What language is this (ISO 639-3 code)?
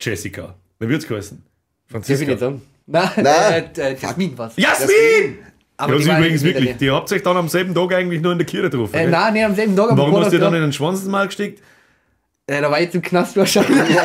bar